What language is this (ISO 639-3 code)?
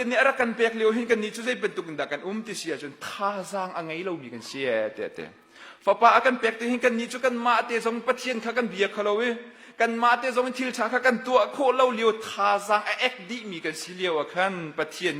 cnh